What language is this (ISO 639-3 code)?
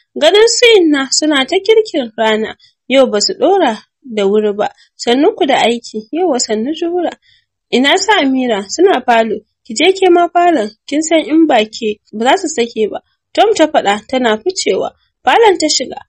hau